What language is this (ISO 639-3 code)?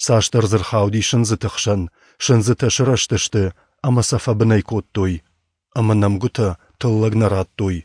oss